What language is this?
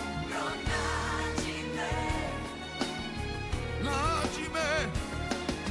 Croatian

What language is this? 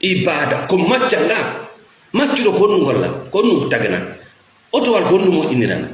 Fula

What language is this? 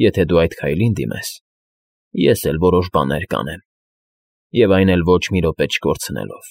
Armenian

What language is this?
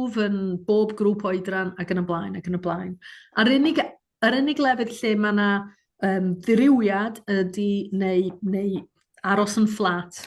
Welsh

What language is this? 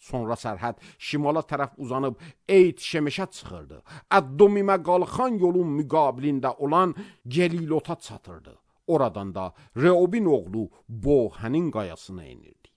Azerbaijani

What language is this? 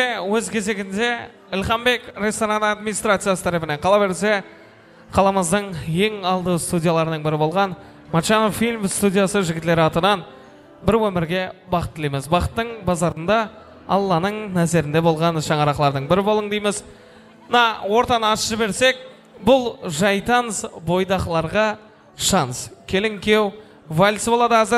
Kara-Kalpak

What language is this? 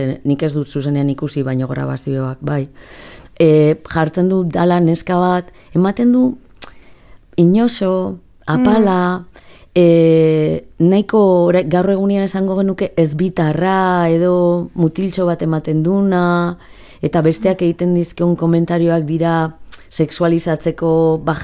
Basque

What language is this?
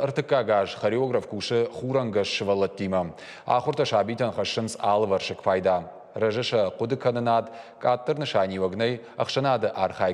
Ossetic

